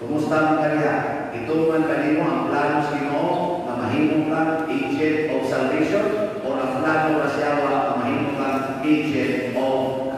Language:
Cebuano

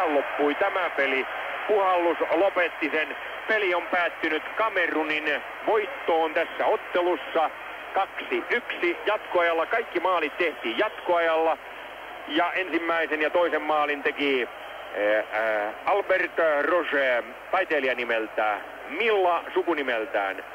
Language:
Finnish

